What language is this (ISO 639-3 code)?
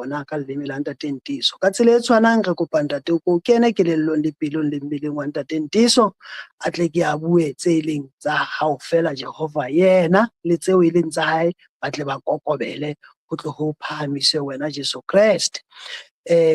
sot